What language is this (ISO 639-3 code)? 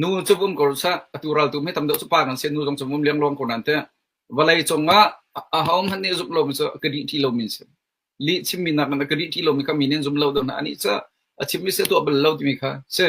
cnh